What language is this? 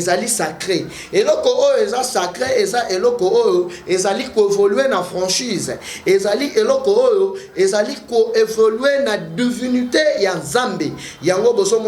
Lingala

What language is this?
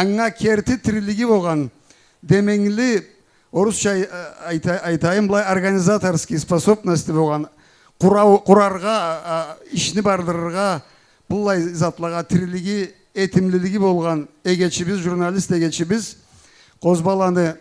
Karachay-Balkar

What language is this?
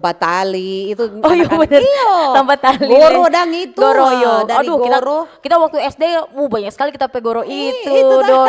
Manado Malay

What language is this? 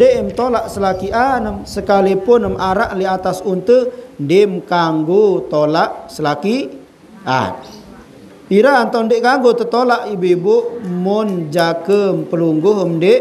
Sasak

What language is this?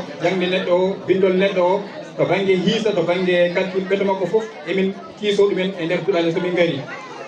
Fula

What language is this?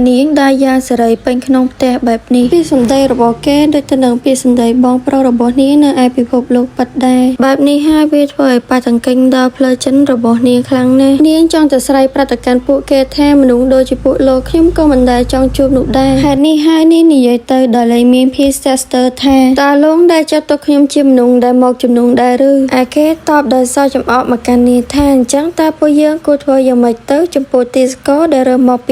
Khmer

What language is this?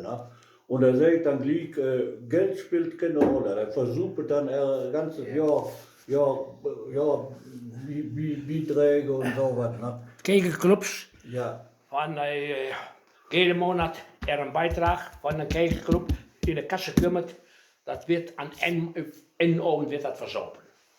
Westphalien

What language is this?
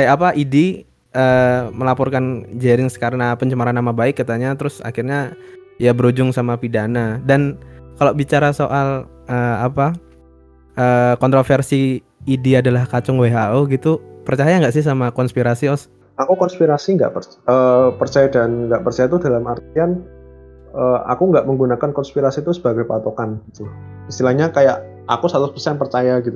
Indonesian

